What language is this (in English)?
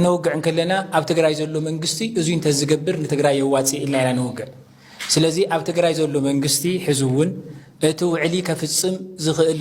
Tigrinya